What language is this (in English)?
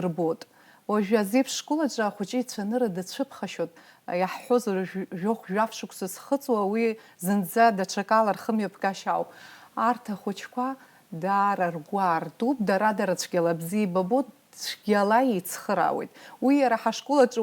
Abkhazian